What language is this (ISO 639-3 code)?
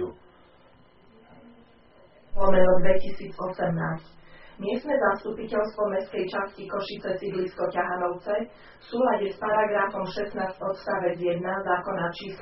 slk